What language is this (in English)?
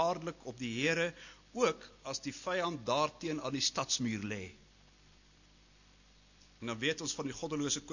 Afrikaans